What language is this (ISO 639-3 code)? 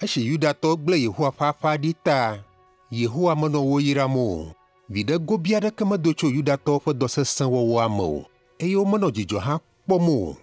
ewe